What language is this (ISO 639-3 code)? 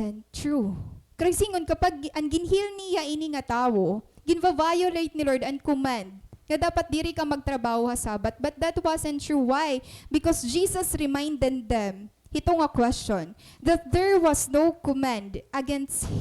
war